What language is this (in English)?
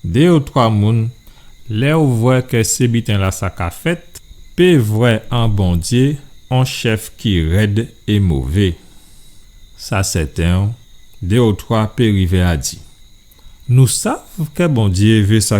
Guadeloupean Creole French